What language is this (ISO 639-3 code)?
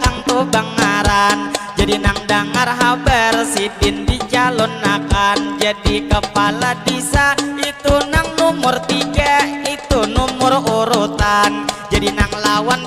bjn